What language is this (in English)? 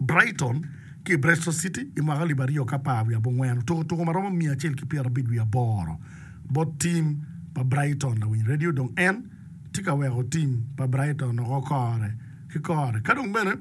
Acoli